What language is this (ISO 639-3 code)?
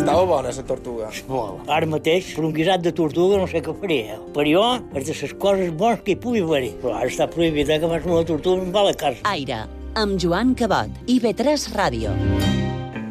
cat